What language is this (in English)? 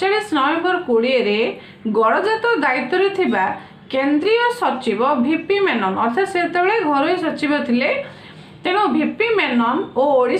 Odia